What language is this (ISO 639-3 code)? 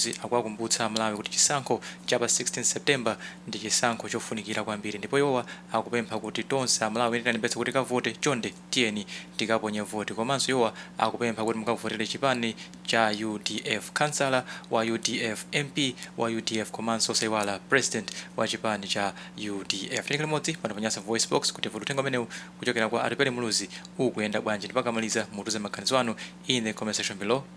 nya